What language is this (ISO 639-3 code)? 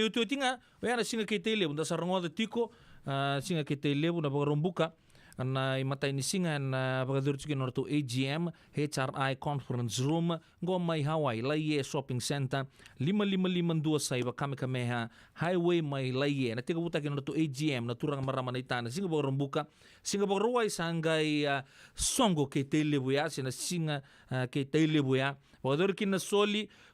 fij